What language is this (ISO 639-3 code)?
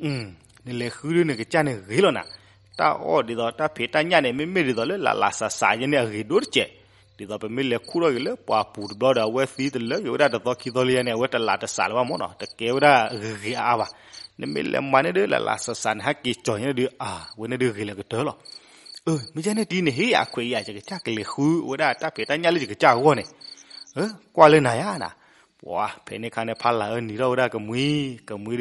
ksw